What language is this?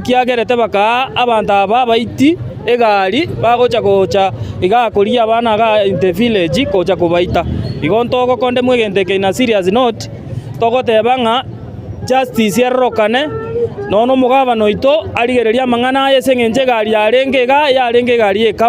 Gusii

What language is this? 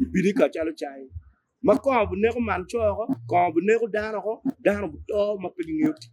Acoli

